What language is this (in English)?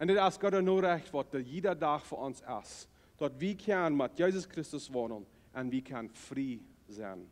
Plautdietsch